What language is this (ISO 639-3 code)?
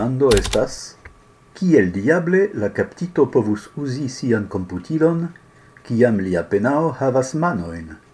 epo